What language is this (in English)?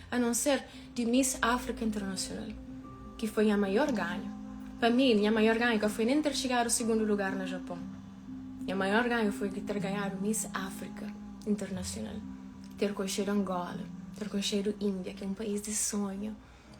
Kabuverdianu